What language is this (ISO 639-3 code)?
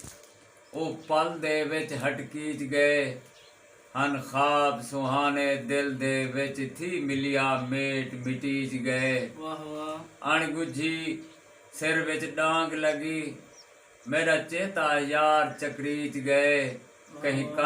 skr